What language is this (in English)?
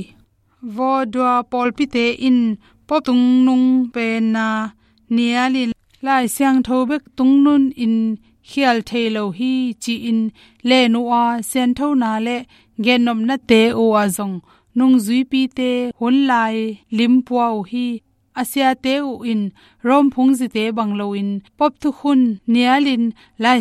Tedim Chin